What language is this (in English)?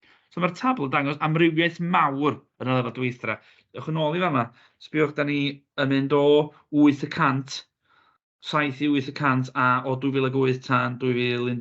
Welsh